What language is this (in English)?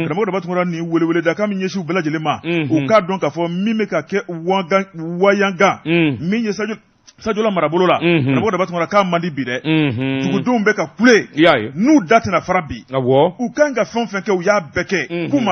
Bambara